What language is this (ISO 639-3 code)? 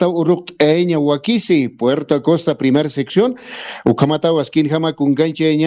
aym